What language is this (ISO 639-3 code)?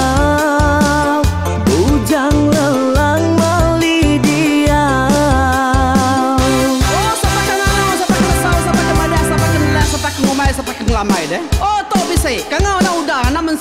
iba